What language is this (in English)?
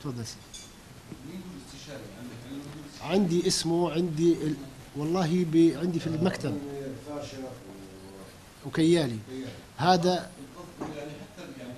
North Levantine Arabic